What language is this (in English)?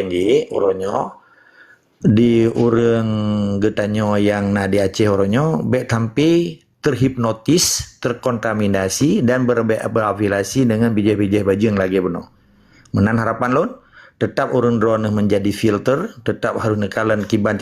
Achinese